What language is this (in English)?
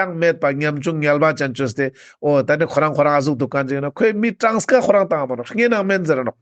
Ladakhi